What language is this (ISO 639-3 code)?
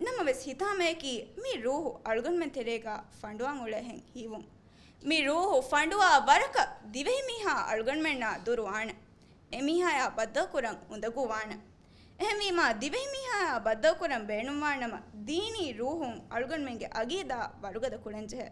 div